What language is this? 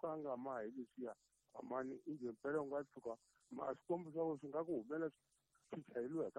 Tsonga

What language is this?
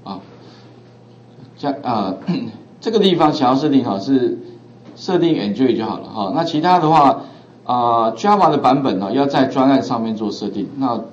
Chinese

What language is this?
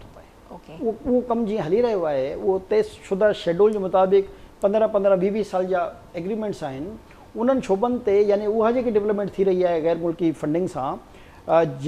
Sindhi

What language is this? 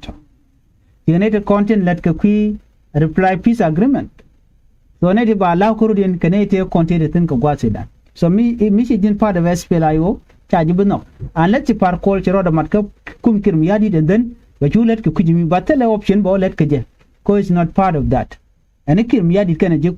Nuer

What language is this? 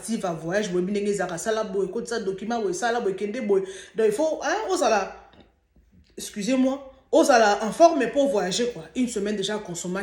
Lingala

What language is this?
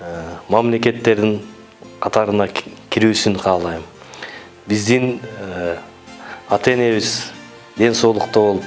Kyrgyz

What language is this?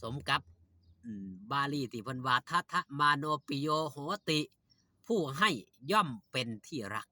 Northeastern Thai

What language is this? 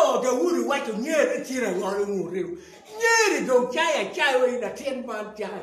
Acoli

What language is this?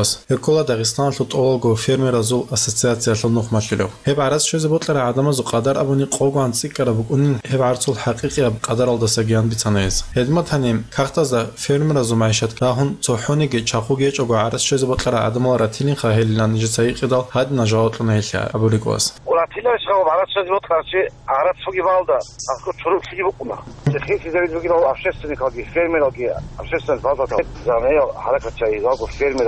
Avaric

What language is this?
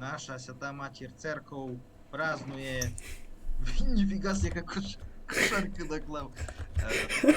Rusyn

